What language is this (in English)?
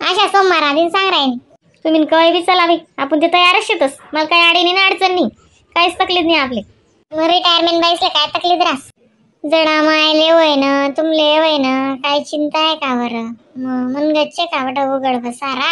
Khandesi